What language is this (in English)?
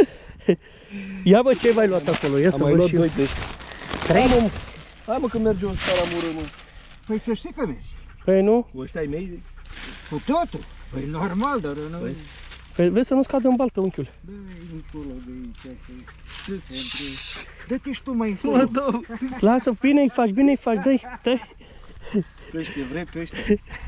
Romanian